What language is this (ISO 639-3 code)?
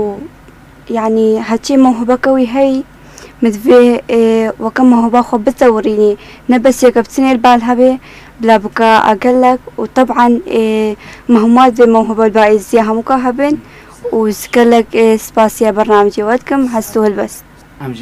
kur